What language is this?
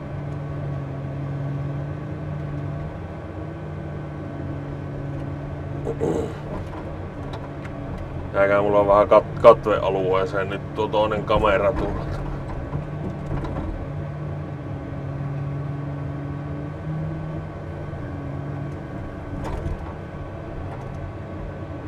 Finnish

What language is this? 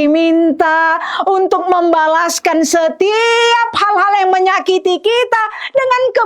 Batak Toba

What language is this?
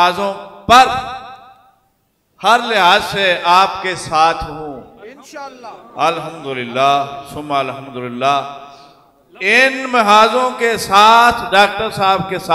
Urdu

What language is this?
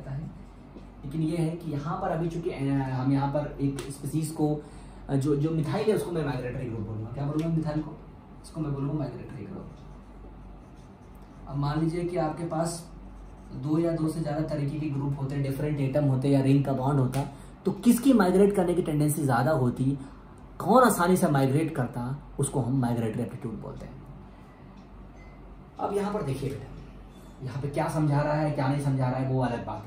Hindi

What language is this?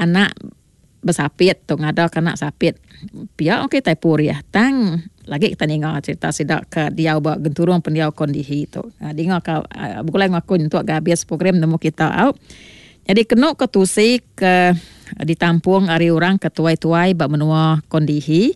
Iban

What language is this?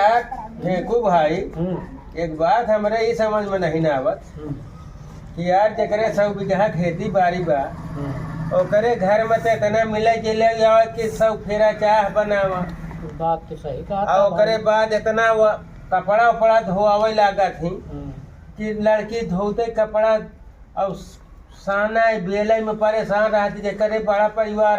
Awadhi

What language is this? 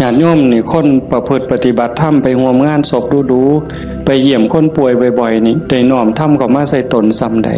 Northeastern Thai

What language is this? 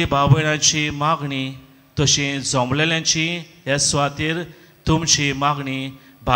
Konkani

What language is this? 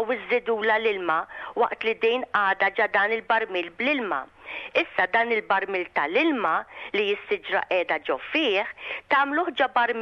Maltese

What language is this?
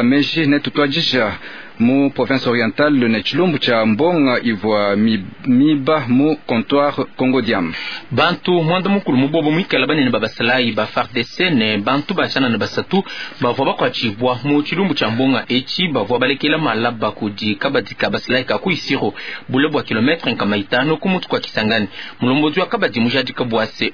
Luba-Lulua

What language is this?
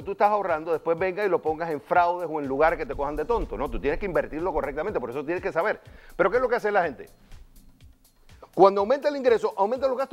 Spanish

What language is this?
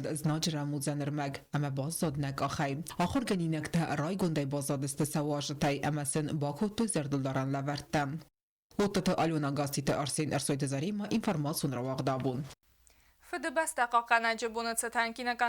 Ossetic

